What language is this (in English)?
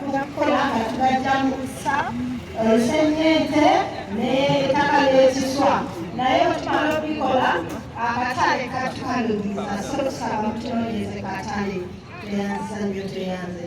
Ganda